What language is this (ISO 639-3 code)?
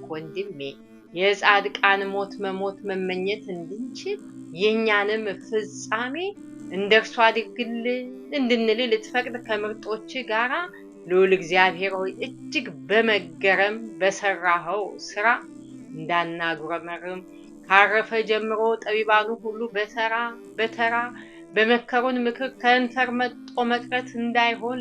amh